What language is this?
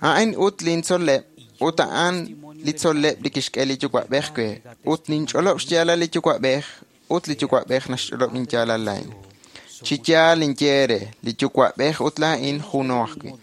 Kekchí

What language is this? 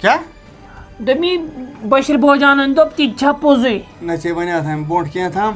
Kashmiri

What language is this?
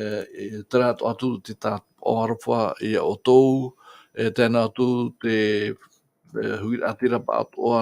Tahitian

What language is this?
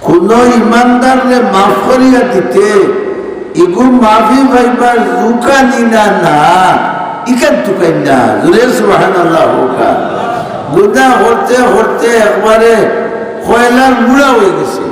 Sylheti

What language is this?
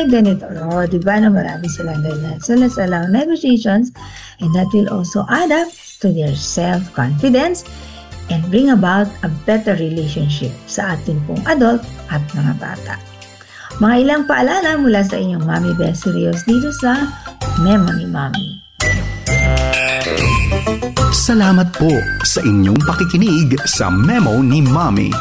Filipino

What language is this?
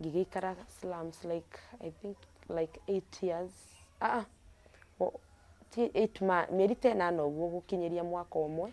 Kikuyu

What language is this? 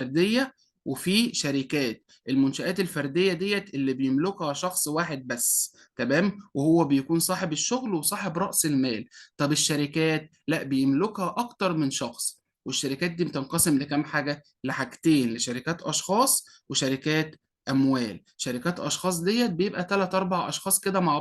Egyptian Arabic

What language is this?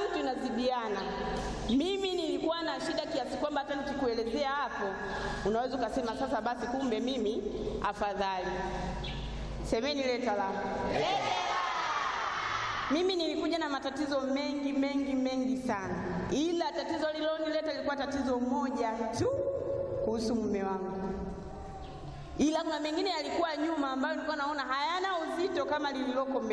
Swahili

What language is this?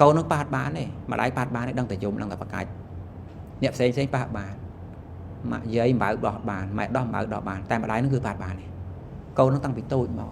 Khmer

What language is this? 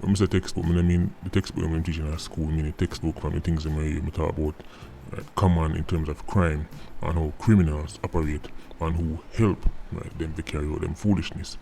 Jamaican Creole English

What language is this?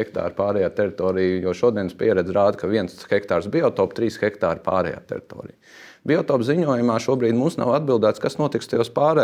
Latvian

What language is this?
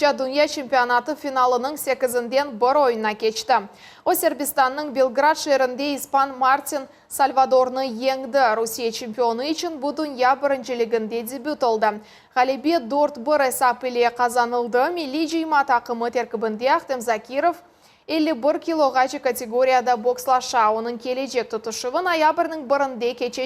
Crimean Tatar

